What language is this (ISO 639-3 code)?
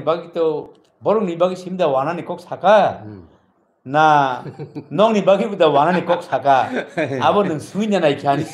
trp